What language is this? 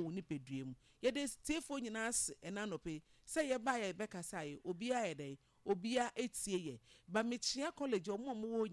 Akan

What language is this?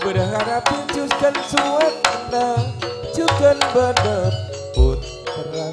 Madurese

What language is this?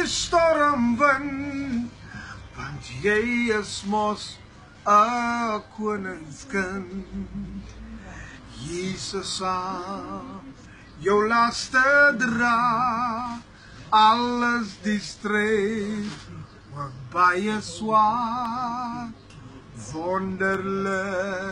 Afrikaans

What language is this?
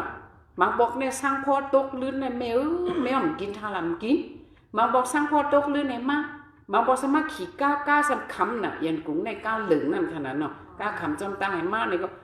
Shan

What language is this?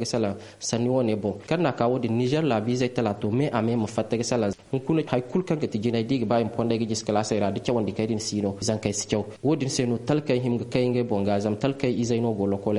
Zarma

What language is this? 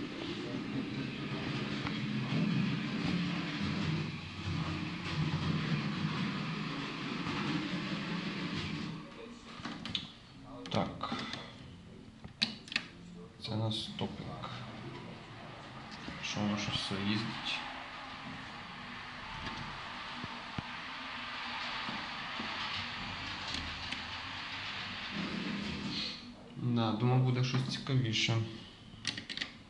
Ukrainian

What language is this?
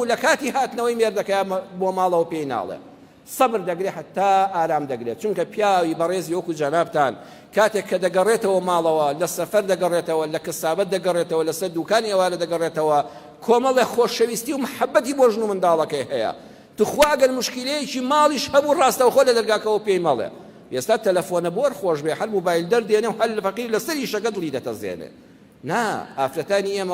Central Kurdish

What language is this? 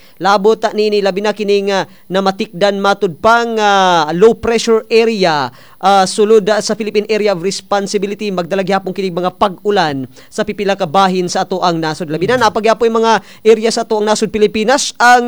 Cebuano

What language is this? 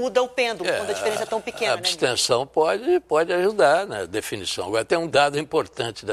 Portuguese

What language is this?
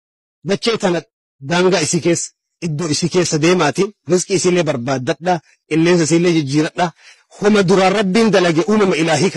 Oromo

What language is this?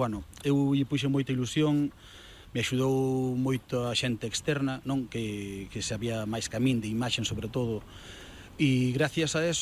Galician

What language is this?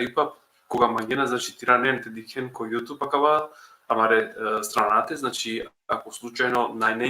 Balkan Romani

